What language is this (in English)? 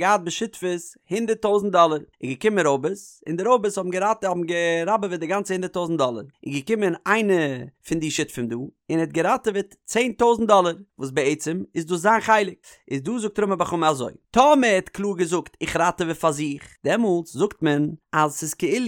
Yiddish